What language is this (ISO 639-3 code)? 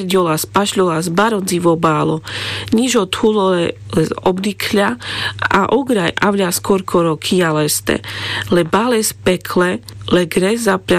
rmc